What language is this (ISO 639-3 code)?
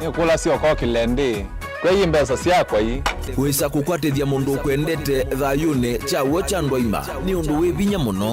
kam